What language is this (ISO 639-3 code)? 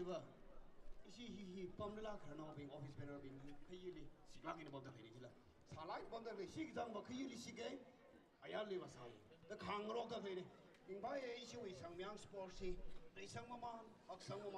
nmf